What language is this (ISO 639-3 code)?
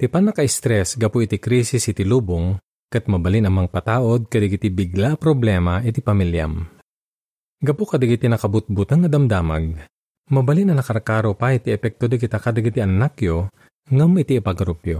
ilo